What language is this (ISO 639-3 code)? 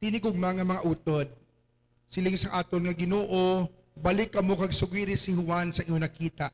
hil